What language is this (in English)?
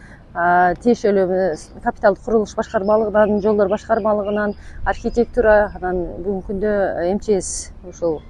Kyrgyz